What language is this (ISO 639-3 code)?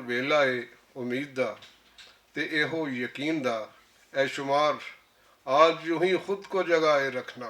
lah